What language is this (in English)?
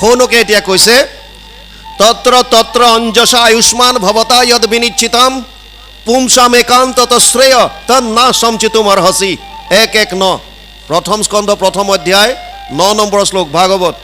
Assamese